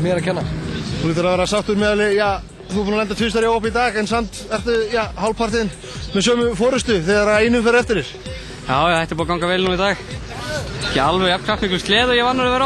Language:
Icelandic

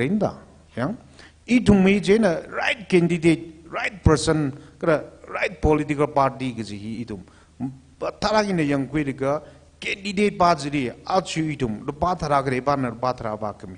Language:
Tangkhul Naga (India)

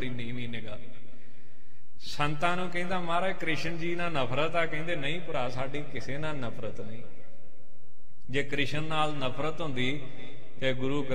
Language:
Punjabi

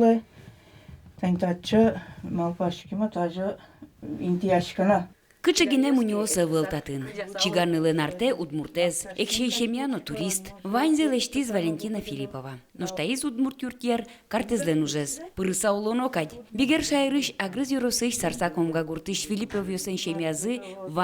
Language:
Udmurt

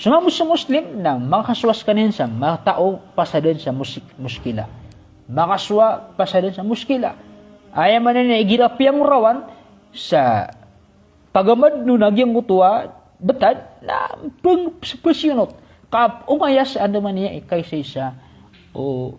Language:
Maranao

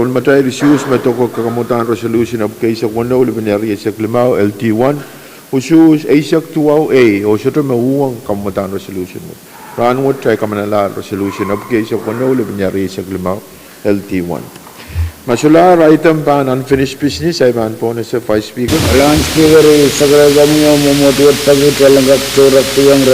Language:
Pohnpeian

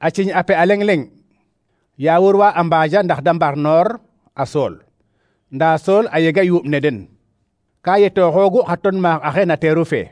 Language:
Serer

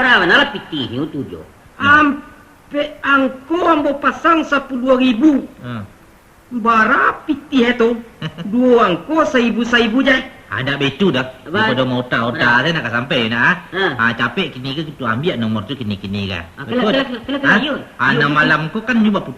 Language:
Minangkabau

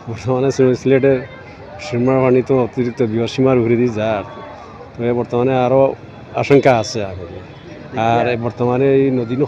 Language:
Sylheti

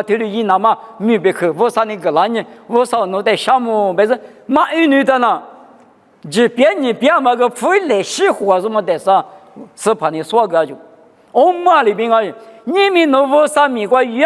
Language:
Lisu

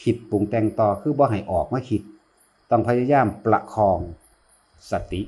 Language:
Northeastern Thai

